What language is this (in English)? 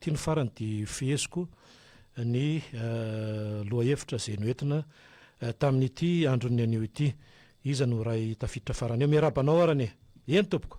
Malagasy